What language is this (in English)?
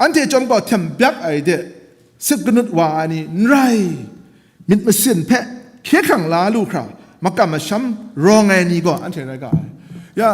Kachin